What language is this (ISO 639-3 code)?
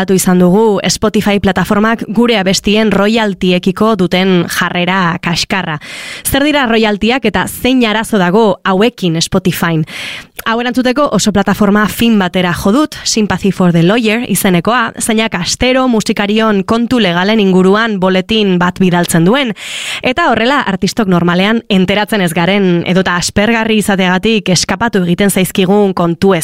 eus